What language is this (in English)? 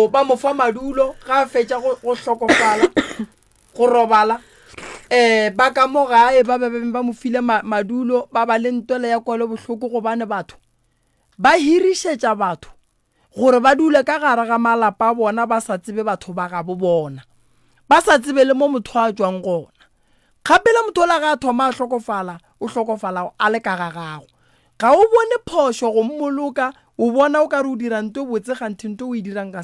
Northern Sotho